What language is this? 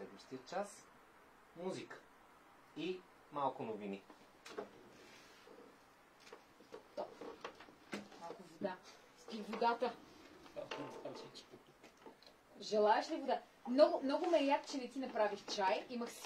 Bulgarian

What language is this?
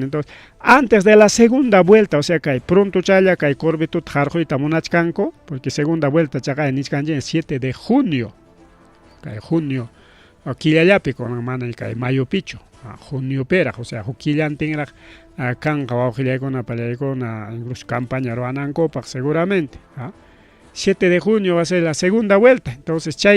Ayacucho Quechua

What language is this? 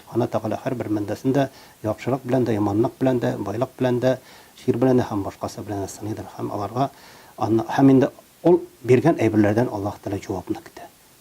Tatar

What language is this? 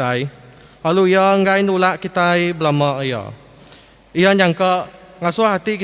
Iban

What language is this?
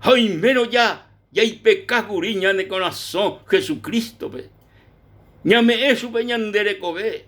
Guarani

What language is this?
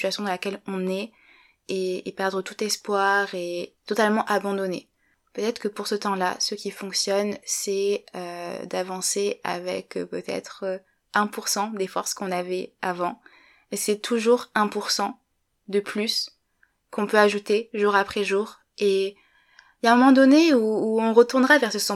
French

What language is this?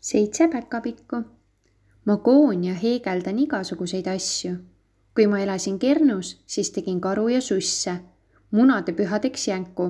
Estonian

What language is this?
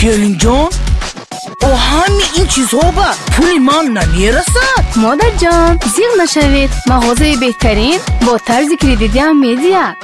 Tajik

